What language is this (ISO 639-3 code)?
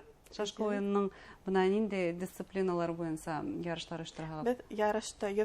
bak